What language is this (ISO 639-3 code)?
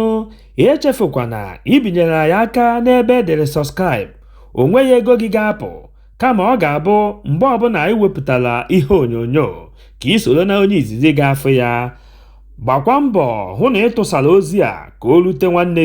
ibo